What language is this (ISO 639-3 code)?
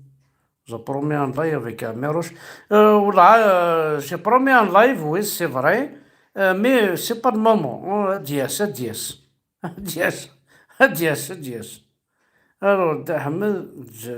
kab